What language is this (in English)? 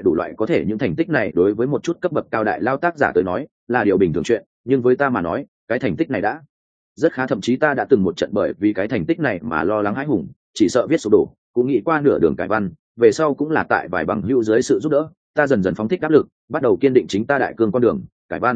Vietnamese